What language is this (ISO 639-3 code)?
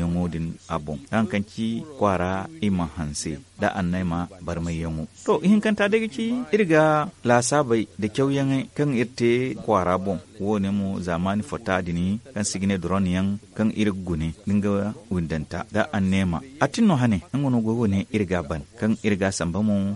dje